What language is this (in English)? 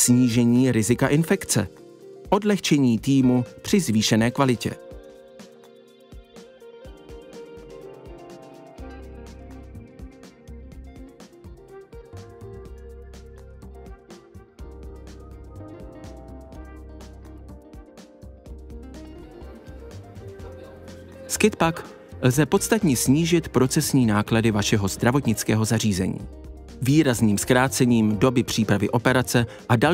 Czech